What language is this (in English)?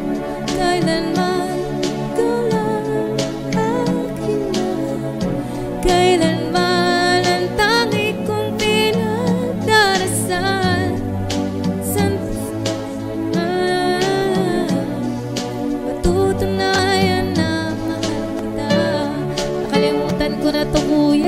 Filipino